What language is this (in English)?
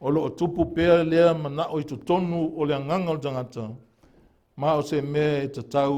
Samoan